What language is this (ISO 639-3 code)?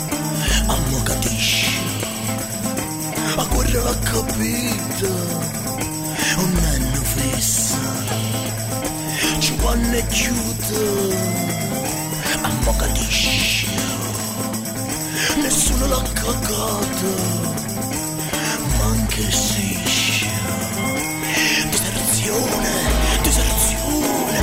ita